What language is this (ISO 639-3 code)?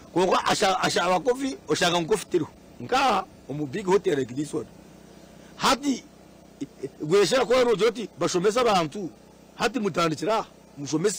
nyn